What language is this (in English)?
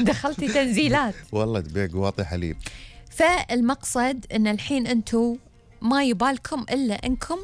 Gulf Arabic